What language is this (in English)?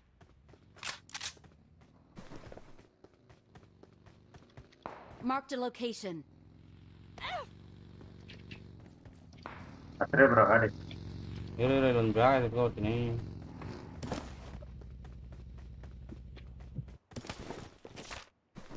Kannada